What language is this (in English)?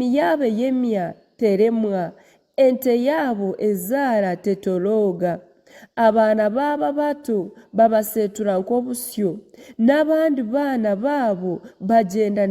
Nyankole